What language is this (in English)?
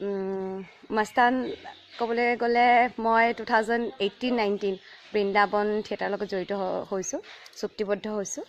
Assamese